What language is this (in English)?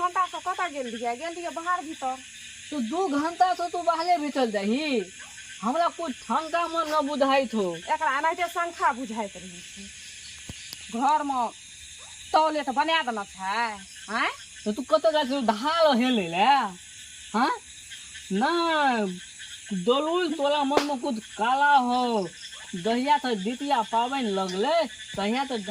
Maithili